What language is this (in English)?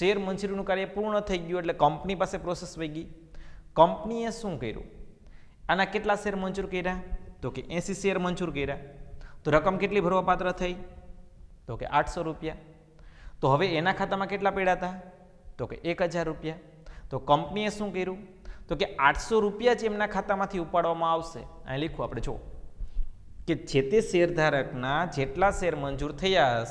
Gujarati